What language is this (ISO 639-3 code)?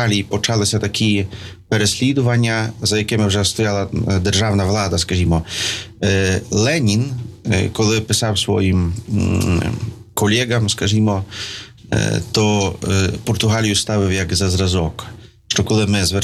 ukr